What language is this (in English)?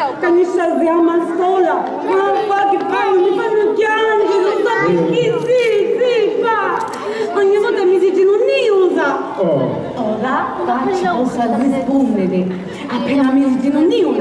Sicilian